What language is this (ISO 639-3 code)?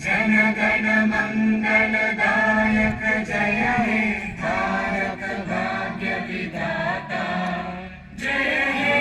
sat